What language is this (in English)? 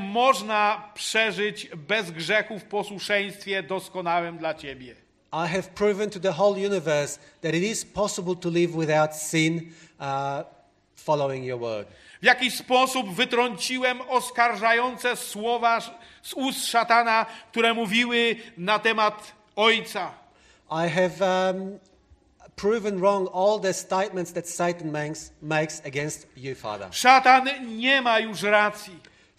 Polish